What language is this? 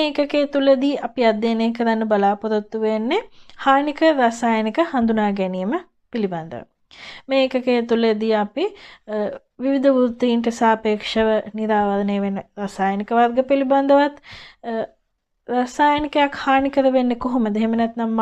Sinhala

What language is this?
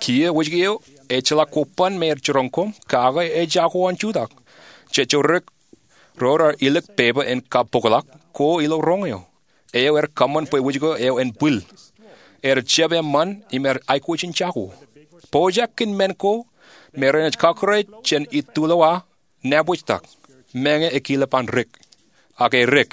Marshallese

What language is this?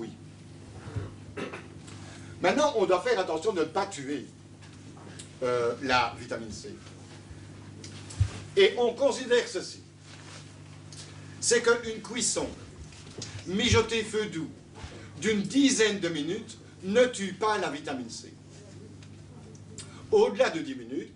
French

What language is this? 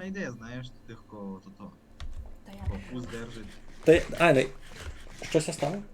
Rusyn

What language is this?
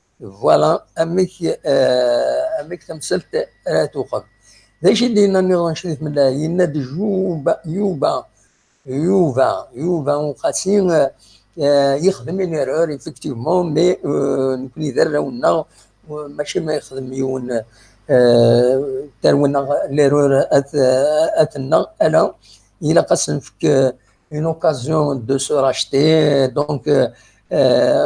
Kabyle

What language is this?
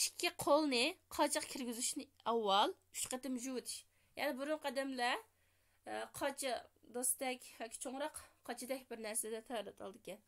Uyghur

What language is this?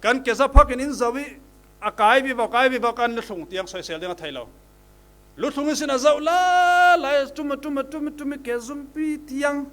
Falam Chin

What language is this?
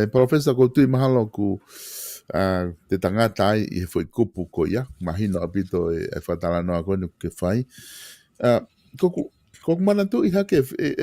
Tongan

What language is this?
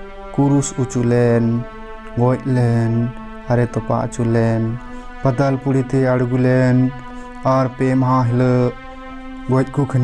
Santali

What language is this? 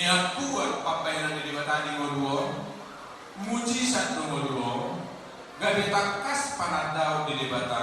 Batak Toba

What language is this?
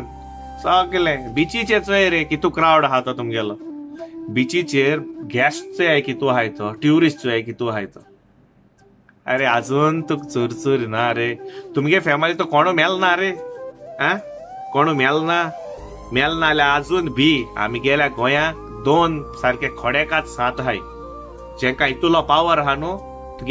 Konkani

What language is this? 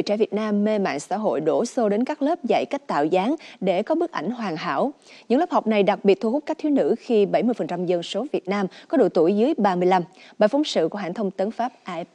Vietnamese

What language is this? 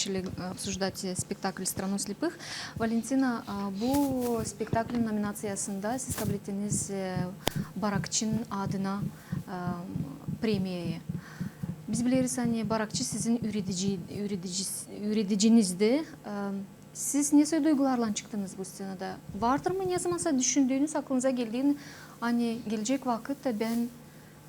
Gagauz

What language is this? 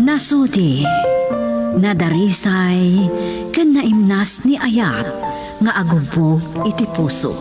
Iloko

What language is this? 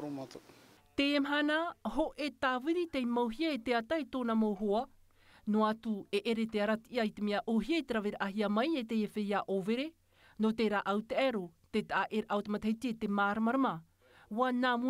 Tahitian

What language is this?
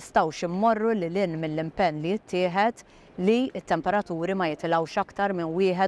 Maltese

